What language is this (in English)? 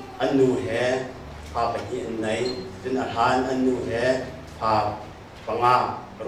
Hakha Chin